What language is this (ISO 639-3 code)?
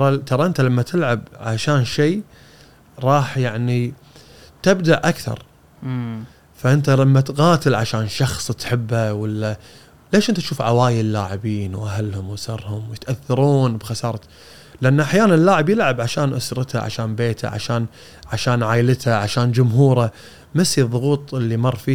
afb